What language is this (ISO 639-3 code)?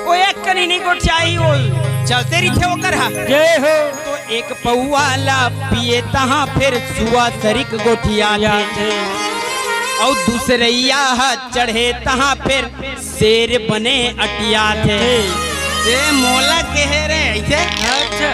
hne